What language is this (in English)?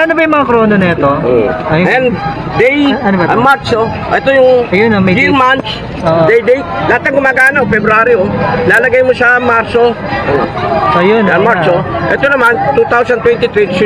Filipino